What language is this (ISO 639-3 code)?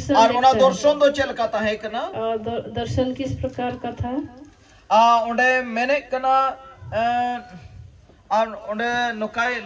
sat